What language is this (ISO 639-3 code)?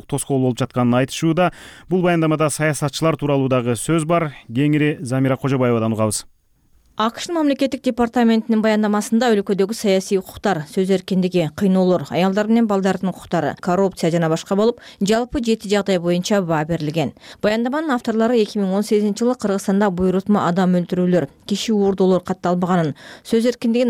kir